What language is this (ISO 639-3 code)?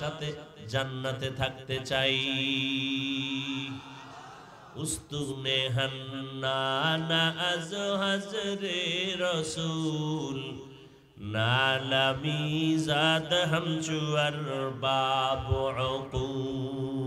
ben